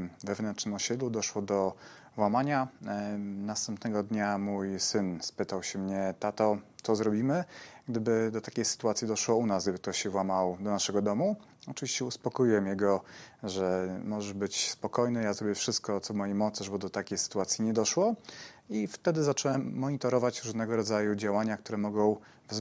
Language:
Polish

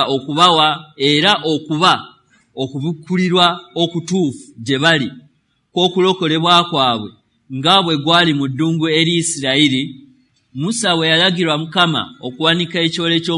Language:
Ganda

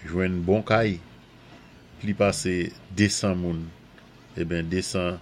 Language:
Saint Lucian Creole French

